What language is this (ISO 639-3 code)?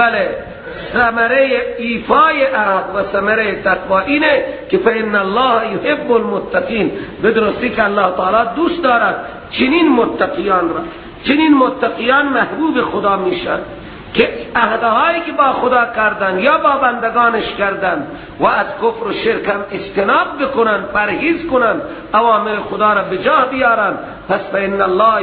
fas